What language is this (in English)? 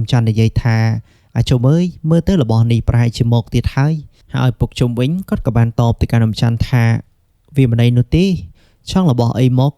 Khmer